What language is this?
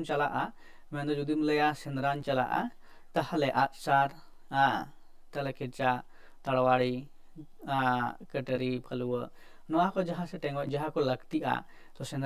Santali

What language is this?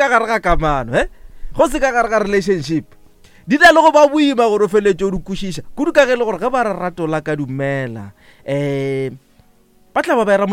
Northern Sotho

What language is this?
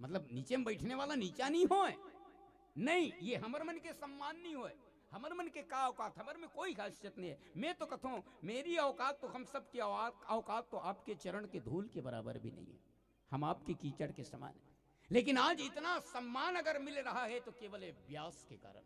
Chhattisgarhi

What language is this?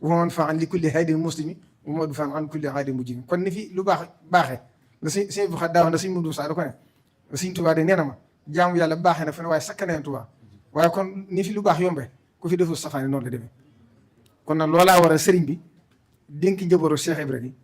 Wolof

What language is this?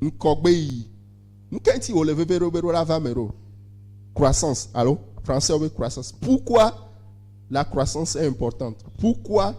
Ewe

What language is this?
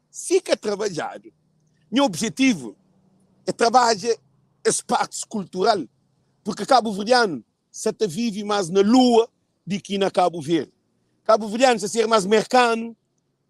Kabuverdianu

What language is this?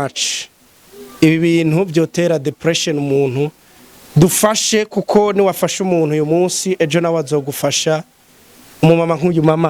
Rundi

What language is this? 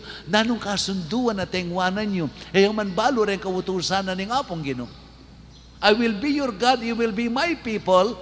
Pampanga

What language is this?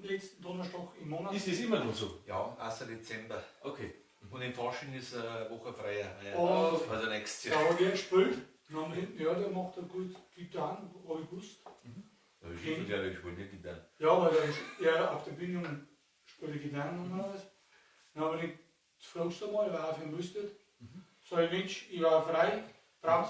Bavarian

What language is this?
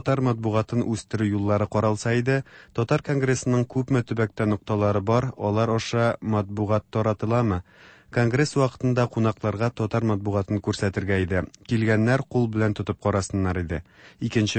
Tatar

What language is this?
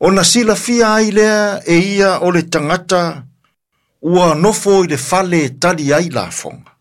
Samoan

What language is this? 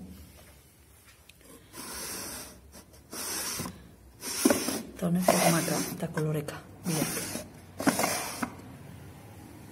Basque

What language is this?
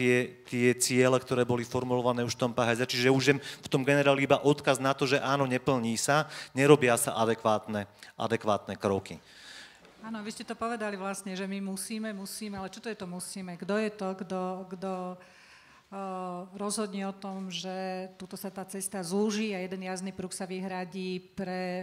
Slovak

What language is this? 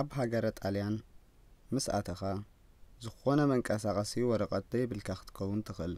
Tigrinya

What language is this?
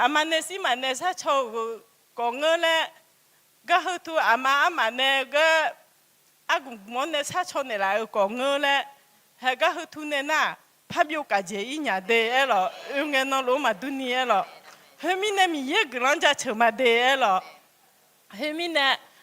Akha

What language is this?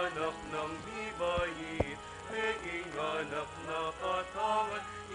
Pampanga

